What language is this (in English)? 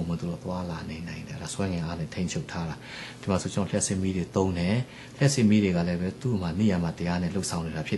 Burmese